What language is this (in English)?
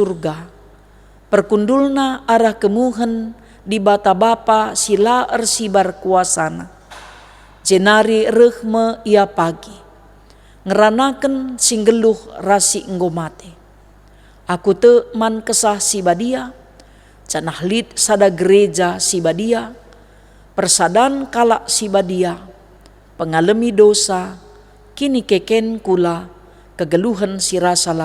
Batak Karo